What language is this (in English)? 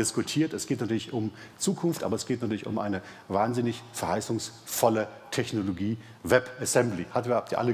German